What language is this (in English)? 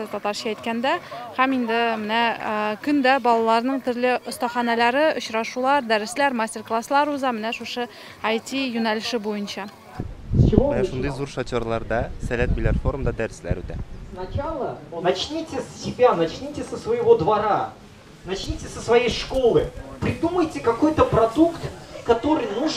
Tatar